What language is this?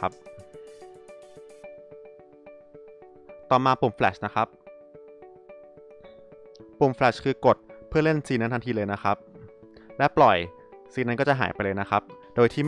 Thai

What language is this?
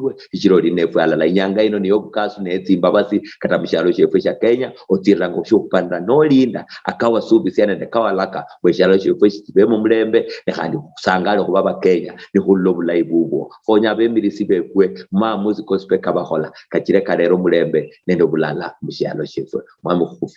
Luyia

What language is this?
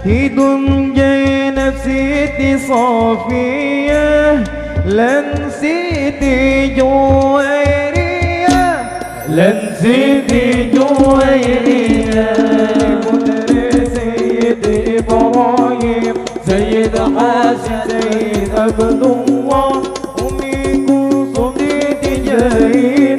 Banjar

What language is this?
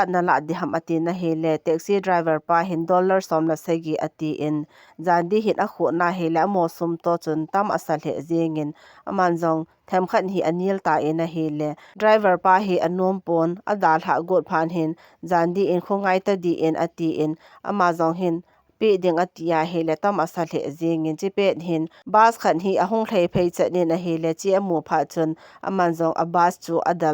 Thado Chin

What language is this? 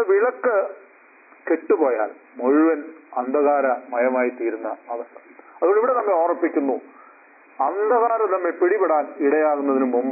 Malayalam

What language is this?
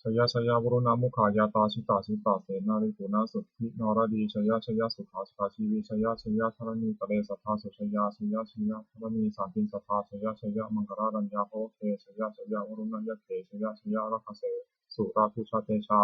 Pali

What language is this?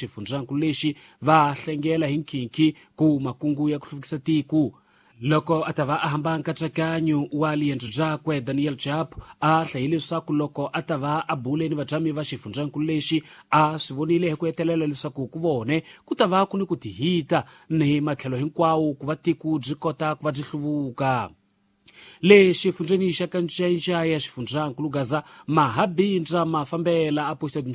Tsonga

